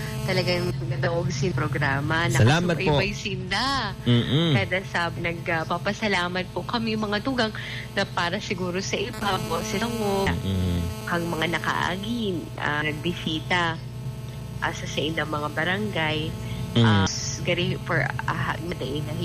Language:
Bikol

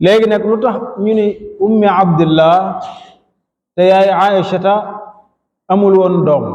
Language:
Wolof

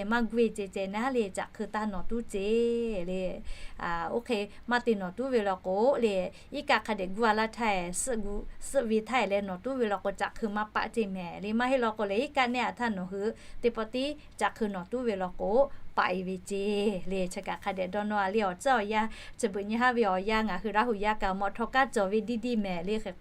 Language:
Lahu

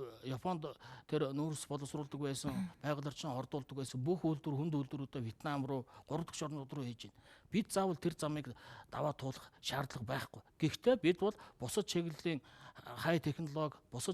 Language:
Mongolian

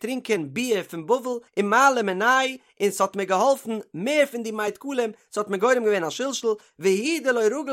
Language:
Yiddish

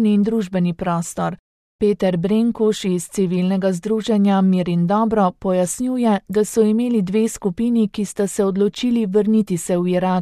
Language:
Slovenian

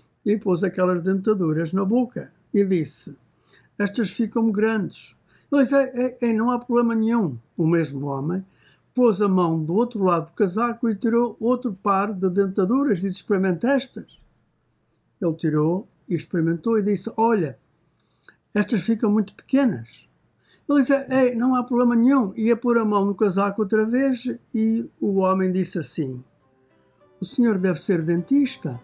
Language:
Portuguese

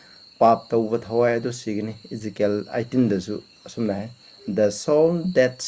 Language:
Manipuri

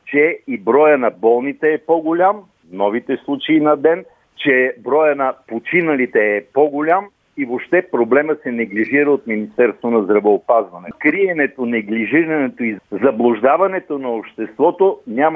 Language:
Bulgarian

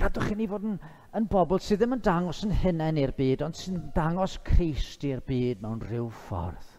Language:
Welsh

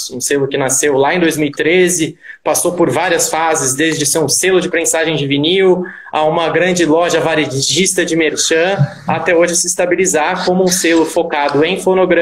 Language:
Portuguese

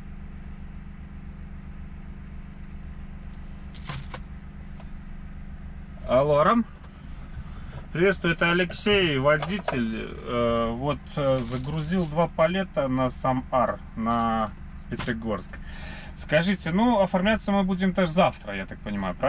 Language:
Russian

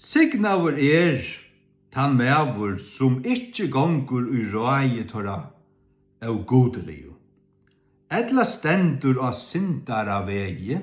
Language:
Faroese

